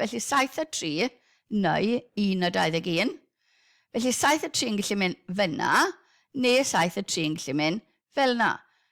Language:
Welsh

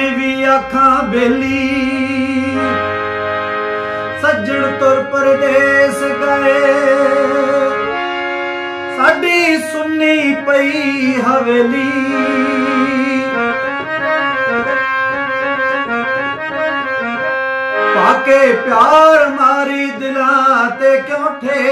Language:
Punjabi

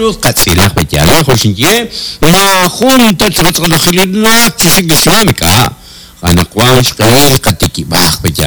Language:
Kekchí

